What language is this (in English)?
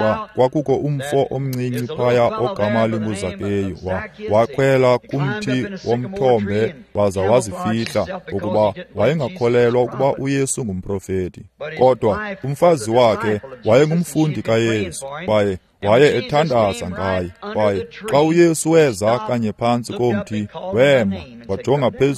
Xhosa